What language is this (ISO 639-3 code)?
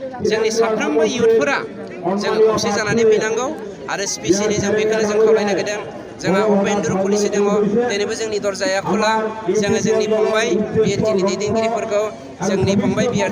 brx